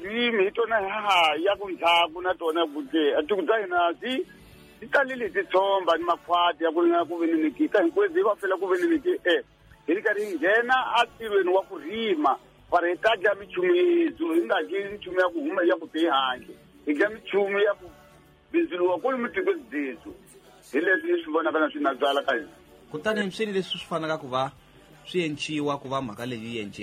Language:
Tsonga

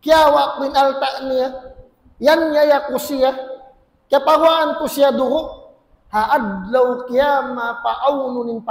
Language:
Tausug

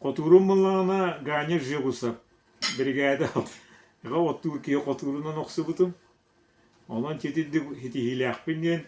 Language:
Yakut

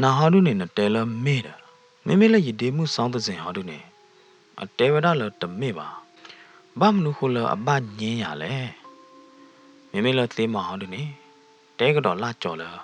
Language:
S'gaw Karen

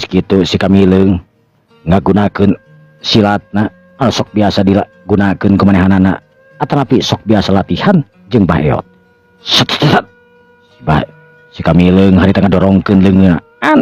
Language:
Sundanese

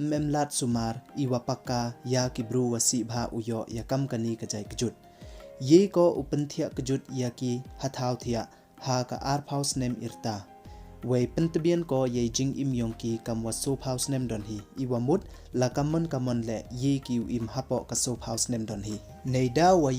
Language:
Pnar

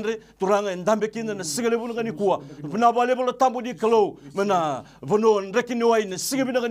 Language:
Fijian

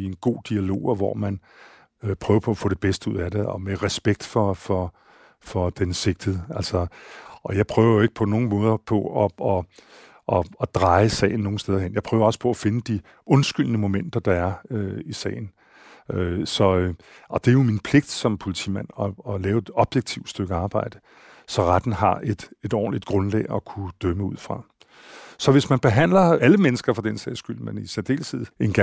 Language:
Danish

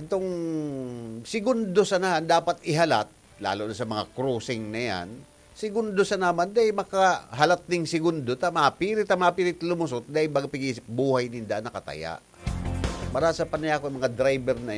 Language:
Bikol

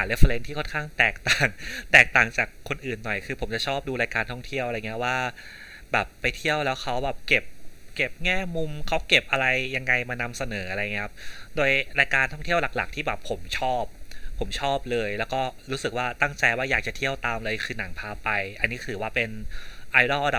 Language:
Thai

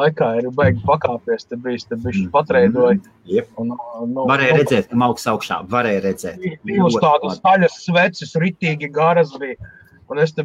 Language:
Latvian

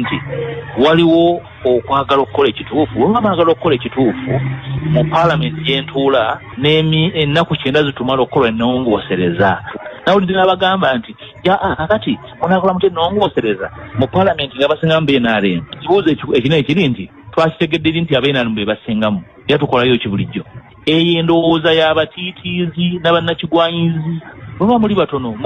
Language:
Ganda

